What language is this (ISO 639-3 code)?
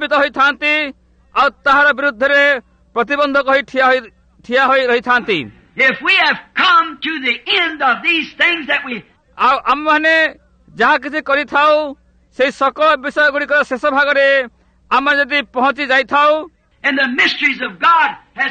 ori